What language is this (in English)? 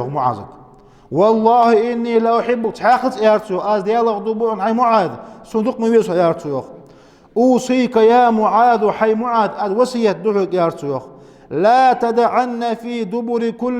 Ingush